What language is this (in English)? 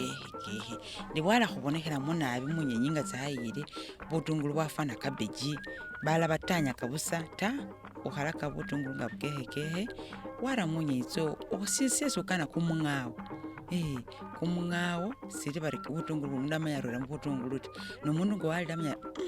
Masaaba